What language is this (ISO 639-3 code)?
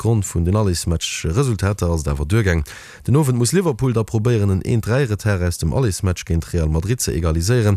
ltz